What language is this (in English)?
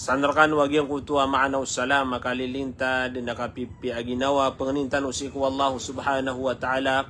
Maranao